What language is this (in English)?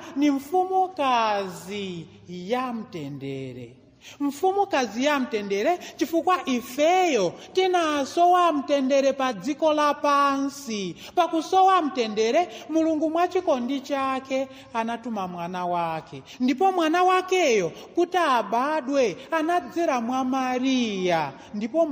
Nyanja